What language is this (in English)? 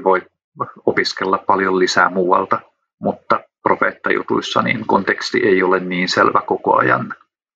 Finnish